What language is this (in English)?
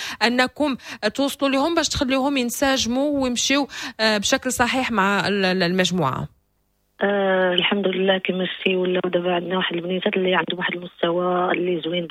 Moroccan Arabic